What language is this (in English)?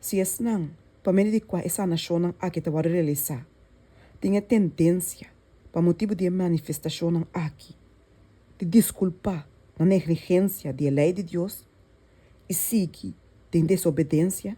Papiamento